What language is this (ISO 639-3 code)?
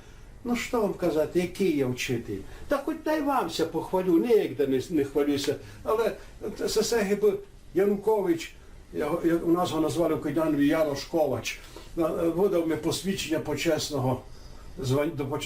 rue